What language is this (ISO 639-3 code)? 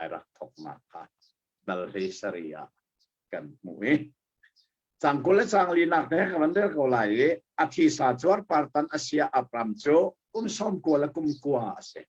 cnh